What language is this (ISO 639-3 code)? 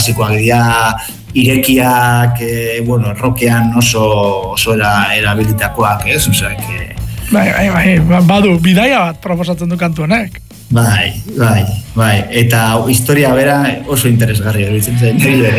eus